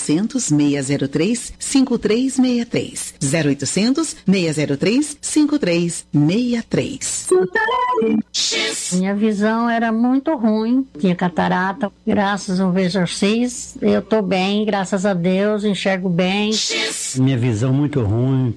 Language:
Portuguese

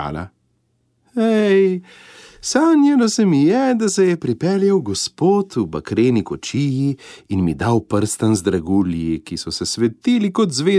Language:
Slovenian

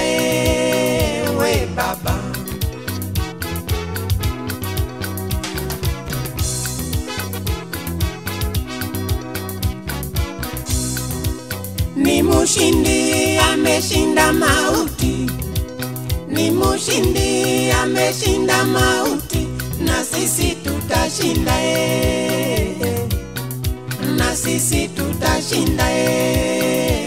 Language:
Swahili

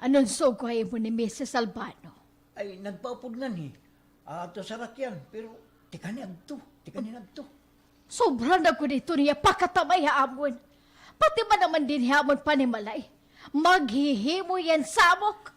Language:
Waray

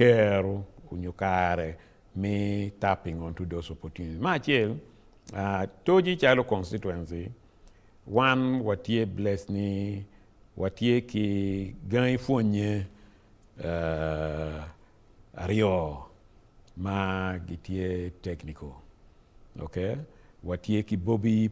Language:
Acoli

